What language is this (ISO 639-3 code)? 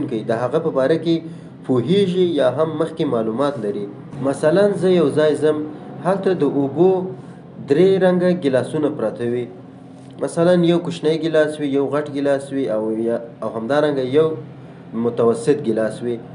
pus